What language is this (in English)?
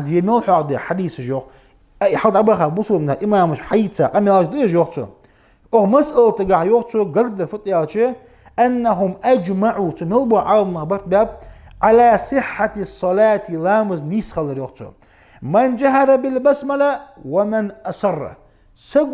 Ingush